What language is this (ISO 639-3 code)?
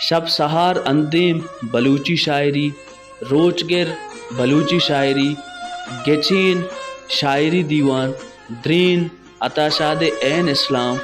bal